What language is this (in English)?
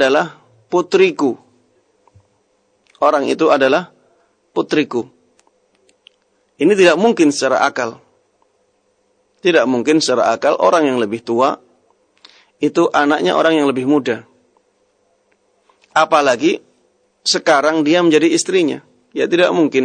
Indonesian